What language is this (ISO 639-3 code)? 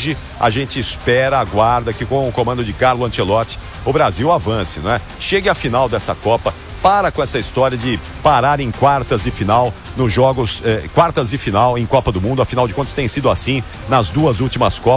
por